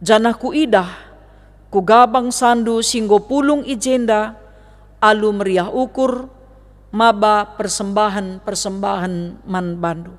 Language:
Batak Karo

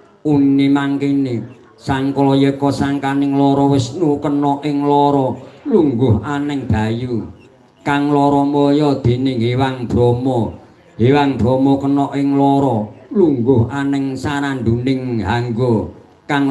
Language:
Javanese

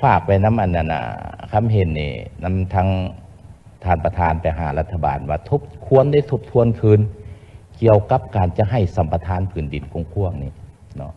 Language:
Lao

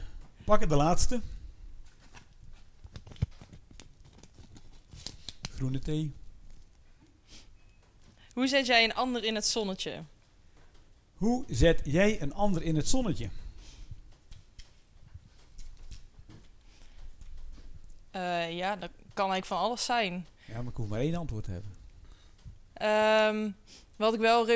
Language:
Dutch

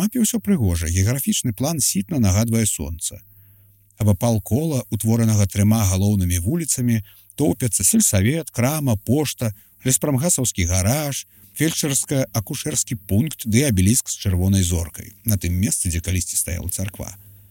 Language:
Belarusian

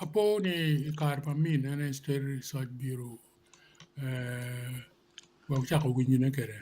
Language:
Acoli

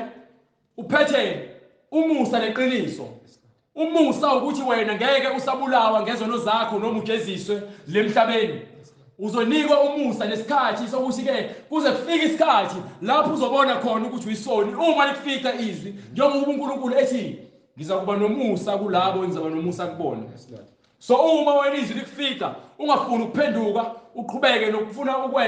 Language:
Zulu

